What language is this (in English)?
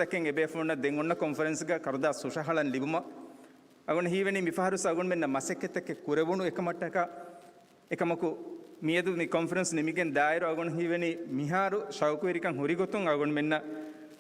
Divehi